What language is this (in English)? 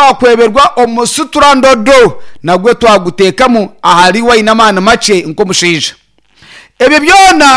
Nyankole